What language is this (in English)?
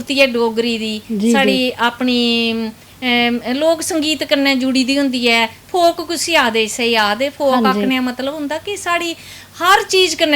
Dogri